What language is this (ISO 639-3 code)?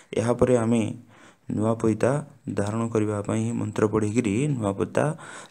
ori